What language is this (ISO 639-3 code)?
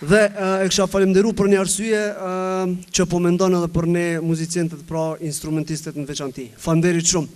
sqi